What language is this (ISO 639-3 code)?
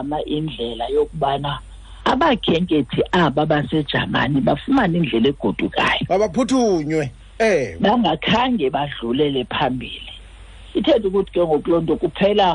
xho